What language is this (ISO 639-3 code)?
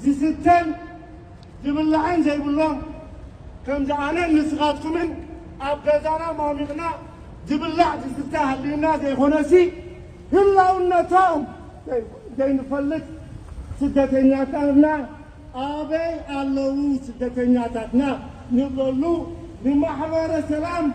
tir